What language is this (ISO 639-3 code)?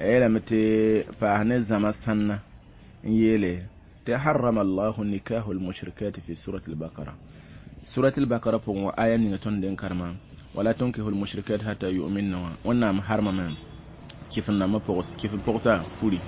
mos